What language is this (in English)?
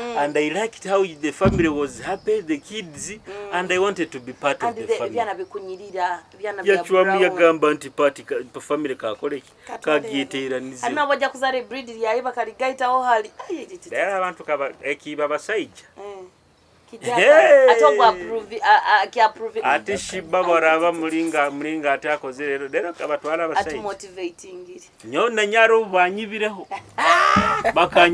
Nyoro